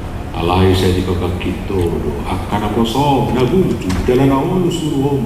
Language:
Batak Toba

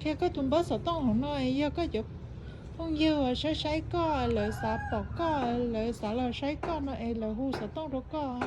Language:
Hmong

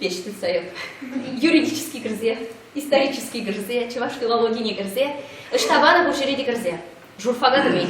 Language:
Chuvash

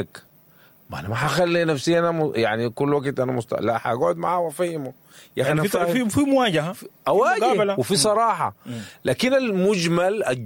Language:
Sudanese Arabic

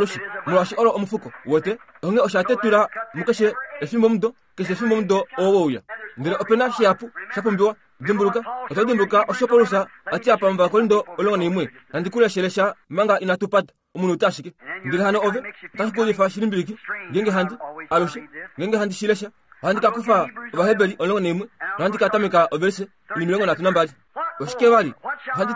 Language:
Kuanyama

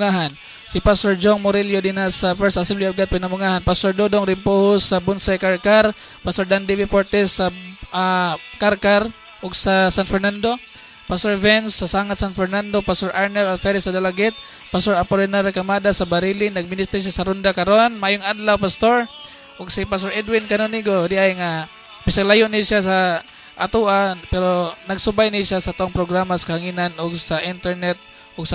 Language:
Cebuano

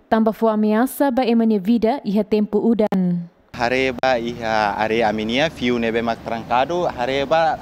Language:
Tetum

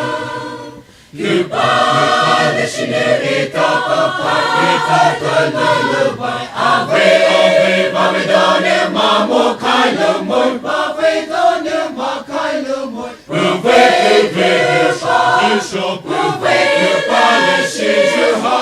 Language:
Poumei Naga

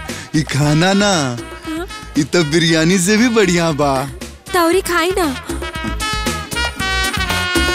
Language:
Bhojpuri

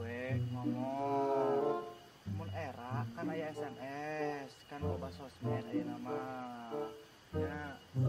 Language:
Sundanese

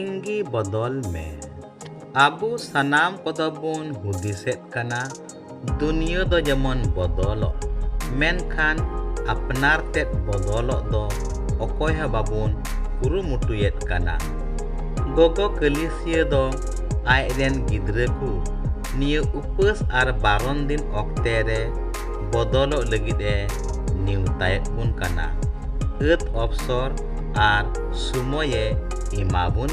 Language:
Santali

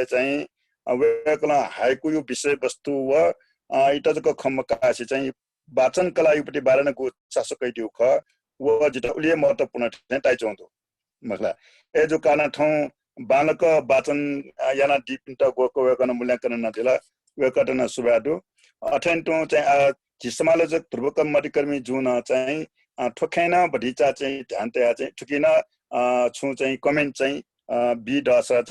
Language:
Newari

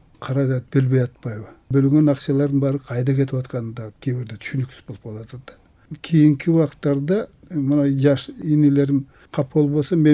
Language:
Kyrgyz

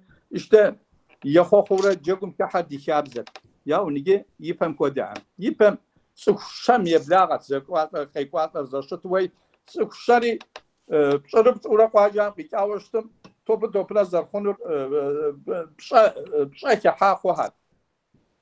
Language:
Kabardian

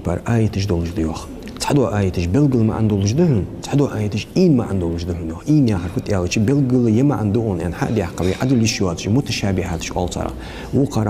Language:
Ingush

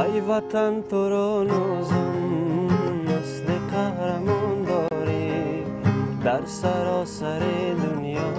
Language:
Tajik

